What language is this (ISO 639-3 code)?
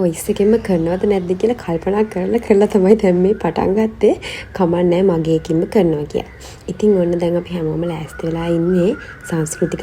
sin